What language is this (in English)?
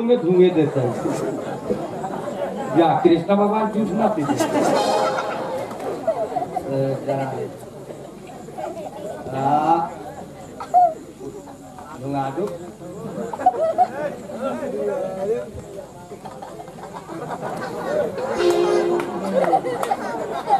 Bhojpuri